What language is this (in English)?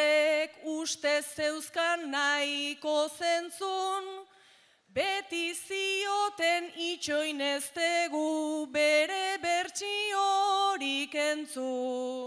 Basque